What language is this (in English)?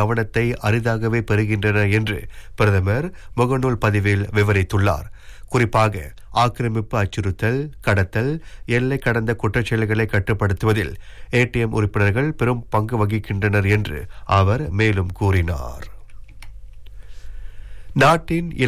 Tamil